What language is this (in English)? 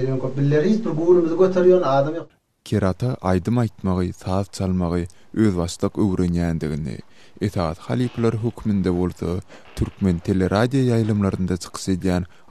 Turkmen